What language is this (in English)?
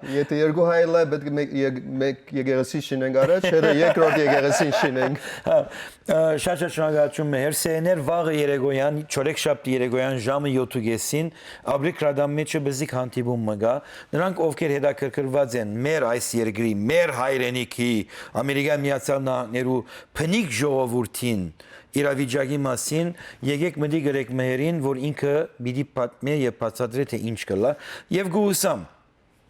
Western Armenian